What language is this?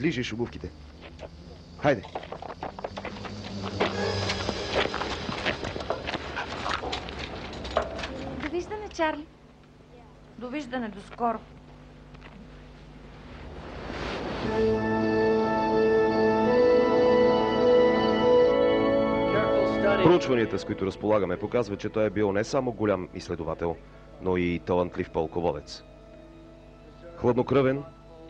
Bulgarian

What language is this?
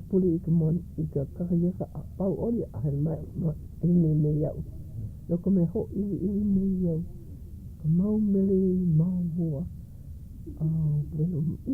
Hawaiian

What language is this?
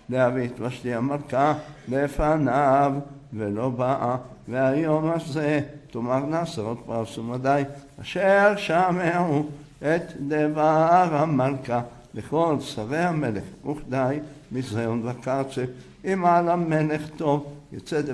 Hebrew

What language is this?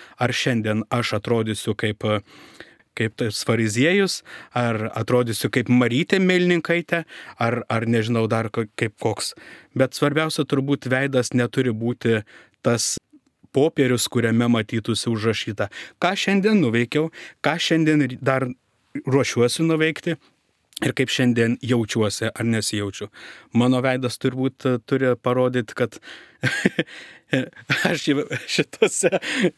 Lithuanian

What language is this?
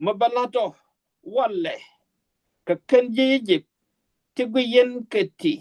Nuer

